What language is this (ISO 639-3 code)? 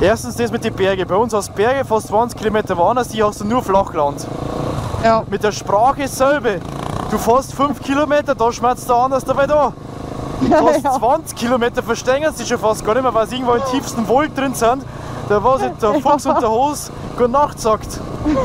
bar